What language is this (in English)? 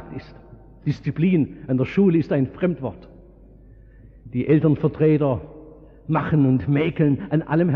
German